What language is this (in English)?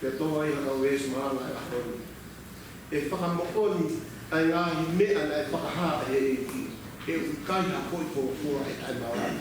Tongan